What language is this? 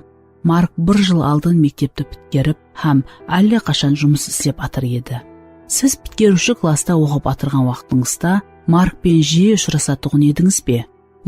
Kara-Kalpak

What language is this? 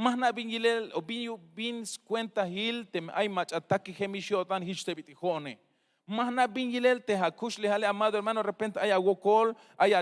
Tzeltal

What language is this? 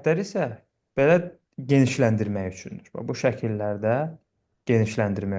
Azerbaijani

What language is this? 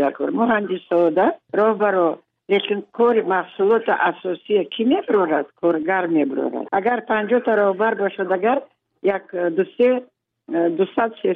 Persian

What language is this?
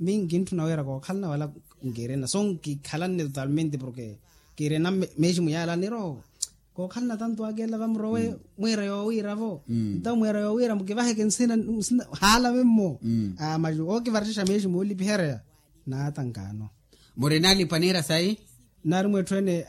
Makhuwa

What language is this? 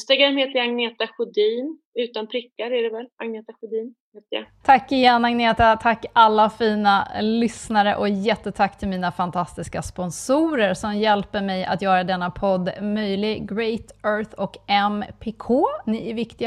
Swedish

